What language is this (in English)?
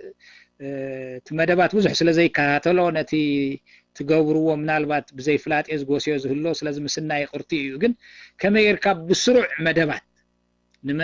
Tigrinya